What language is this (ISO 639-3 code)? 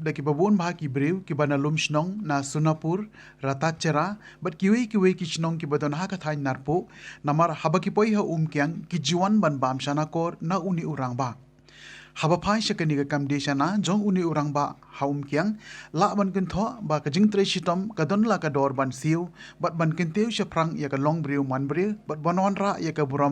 kha